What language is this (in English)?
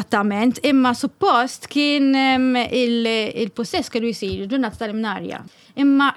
Maltese